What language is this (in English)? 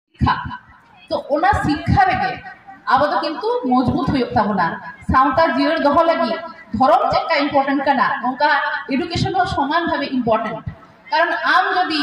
Santali